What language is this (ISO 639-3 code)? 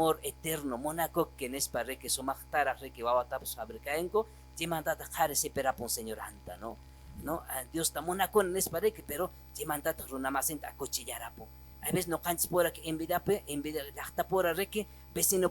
que